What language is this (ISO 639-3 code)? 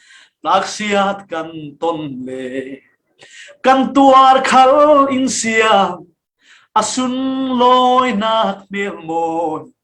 cfm